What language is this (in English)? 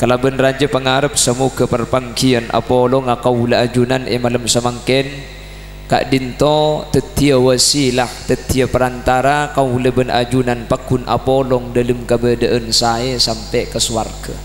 Madurese